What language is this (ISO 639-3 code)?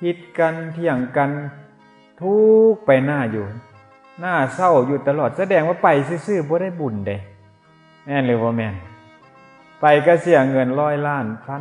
tts